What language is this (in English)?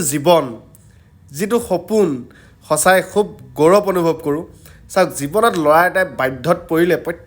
Assamese